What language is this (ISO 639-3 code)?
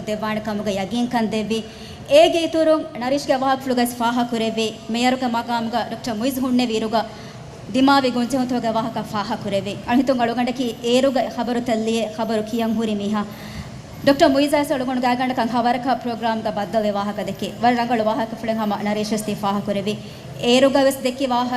div